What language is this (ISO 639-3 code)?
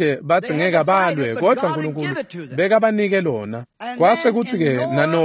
ssw